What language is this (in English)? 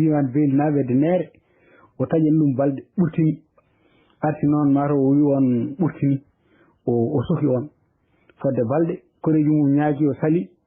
Fula